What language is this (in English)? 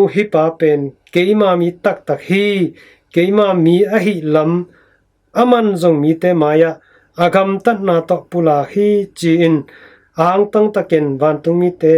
Tedim Chin